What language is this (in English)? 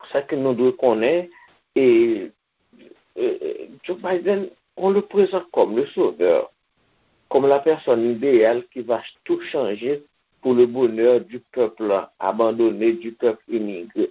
Haitian Creole